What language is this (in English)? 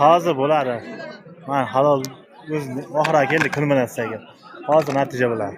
Uzbek